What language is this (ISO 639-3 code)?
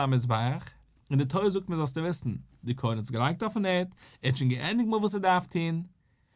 yid